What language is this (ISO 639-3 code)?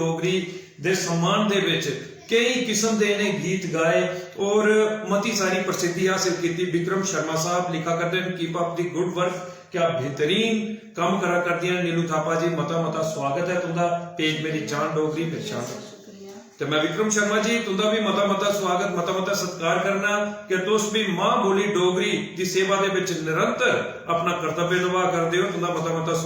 doi